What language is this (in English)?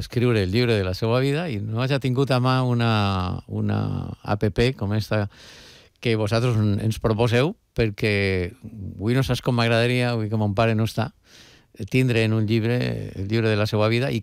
Catalan